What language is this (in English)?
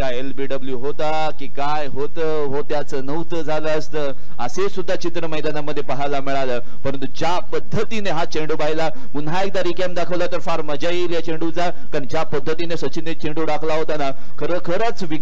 Marathi